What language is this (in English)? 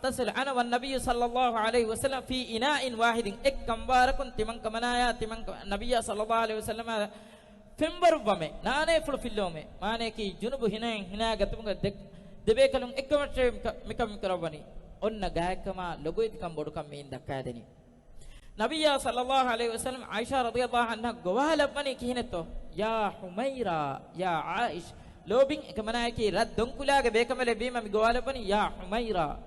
Divehi